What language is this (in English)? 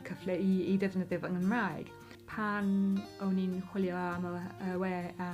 Welsh